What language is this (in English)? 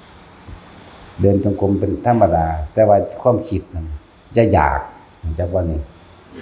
Northeastern Thai